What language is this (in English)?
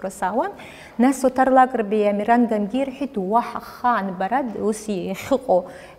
Abkhazian